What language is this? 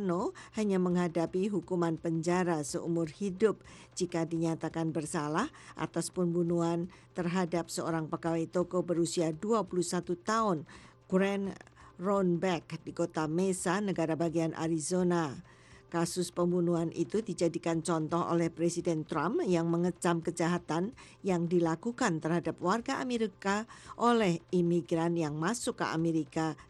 Indonesian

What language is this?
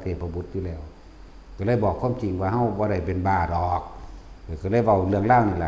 Northeastern Thai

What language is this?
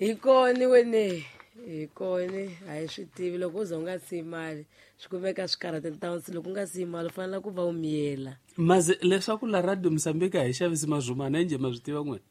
Tsonga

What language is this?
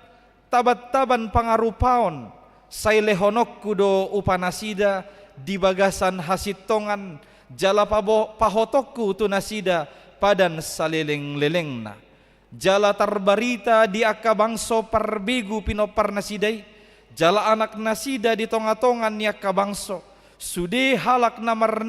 Batak Toba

